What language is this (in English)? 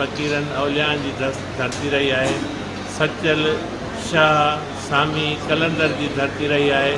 Sindhi